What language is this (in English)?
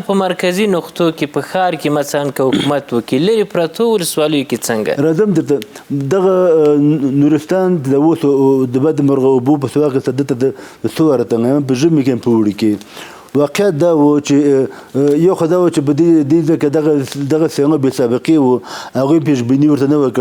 Pashto